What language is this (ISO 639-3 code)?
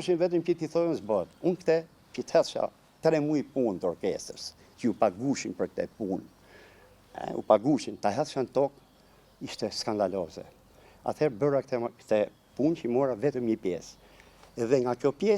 sqi